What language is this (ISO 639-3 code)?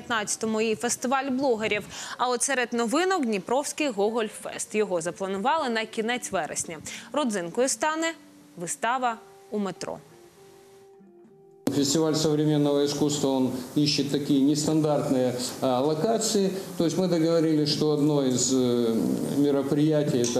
ukr